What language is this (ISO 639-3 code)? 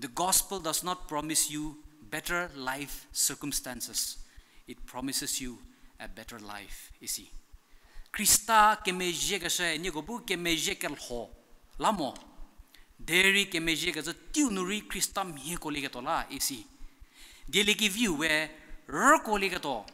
njm